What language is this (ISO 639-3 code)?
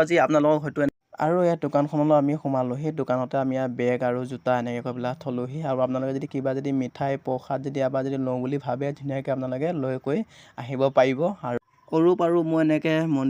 asm